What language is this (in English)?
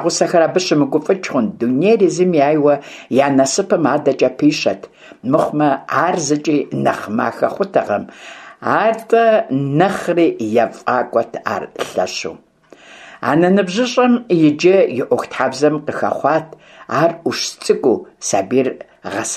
Kabardian